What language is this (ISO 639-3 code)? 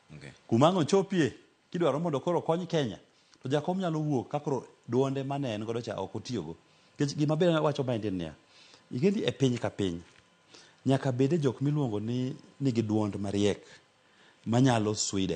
luo